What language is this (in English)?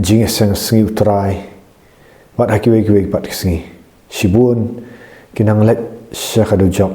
Khasi